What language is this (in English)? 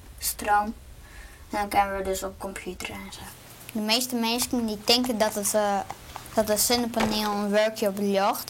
Western Frisian